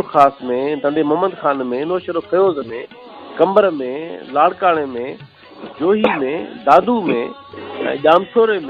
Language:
Sindhi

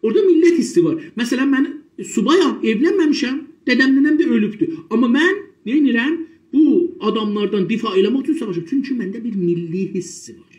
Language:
South Azerbaijani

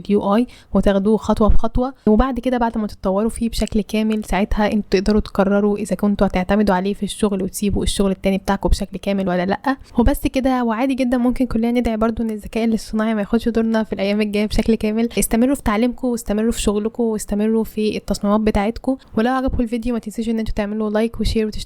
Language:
Egyptian Arabic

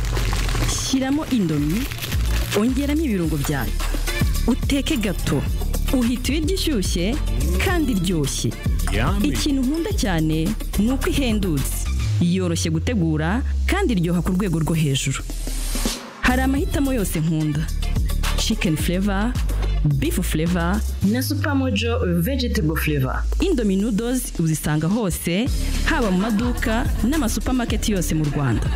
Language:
Kinyarwanda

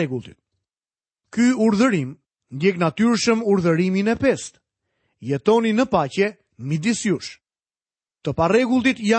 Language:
Albanian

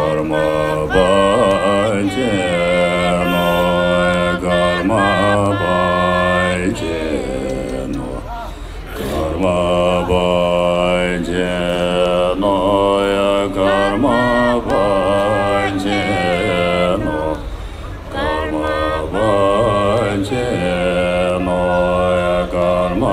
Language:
Tibetan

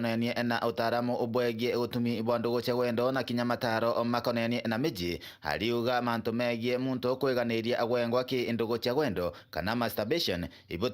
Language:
Meru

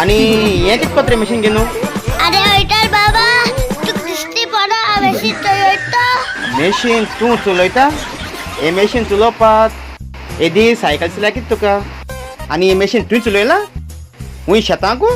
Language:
Konkani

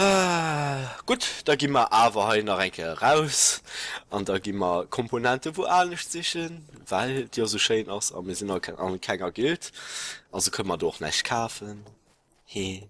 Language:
Luxembourgish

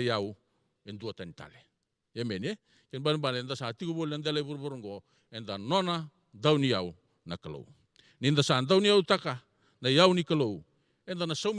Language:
Fijian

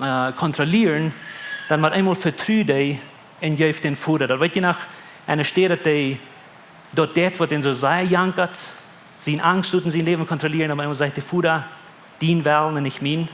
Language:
Plautdietsch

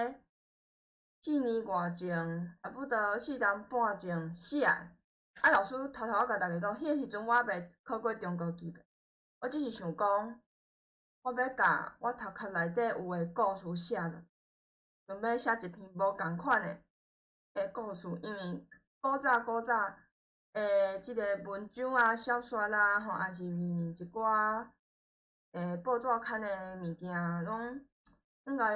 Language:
Min Nan Chinese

